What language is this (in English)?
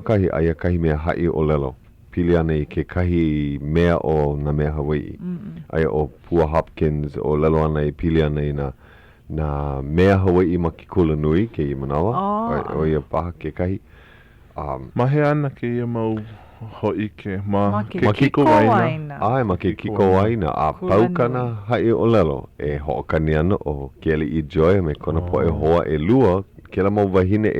Hawaiian